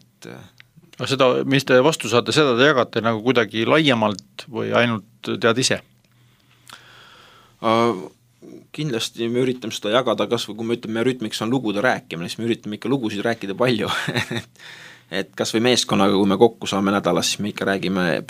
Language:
Estonian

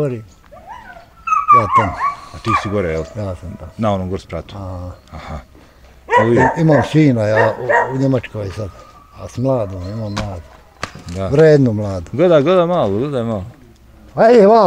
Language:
Bosnian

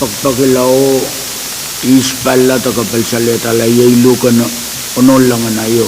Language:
Pohnpeian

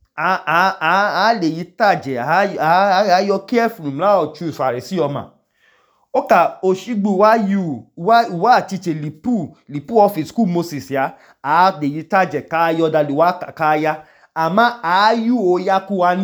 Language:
Idoma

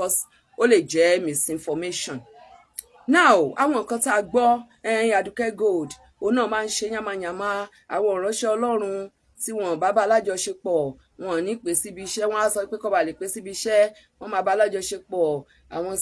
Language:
Yoruba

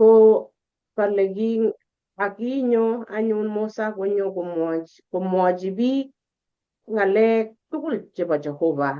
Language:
Kalenjin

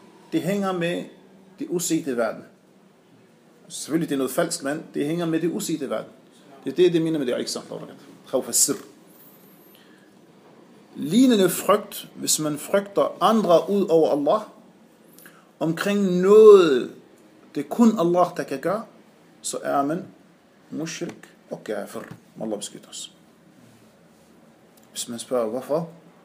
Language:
Danish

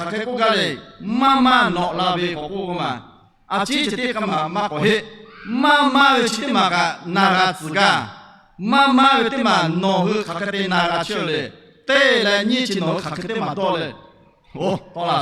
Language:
Lahu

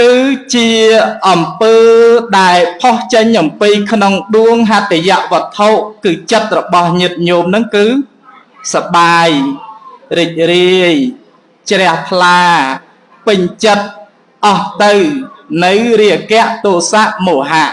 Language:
Khmer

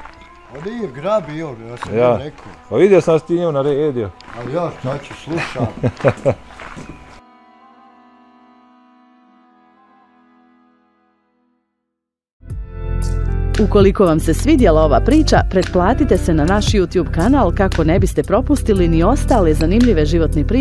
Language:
Bosnian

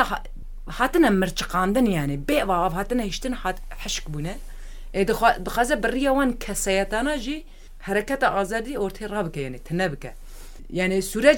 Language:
Kurdish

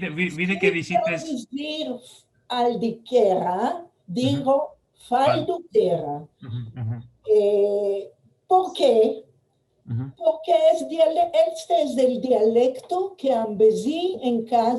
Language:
Ladino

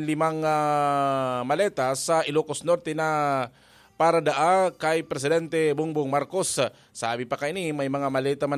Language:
Bikol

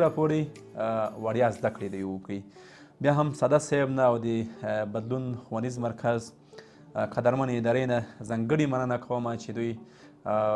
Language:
Pashto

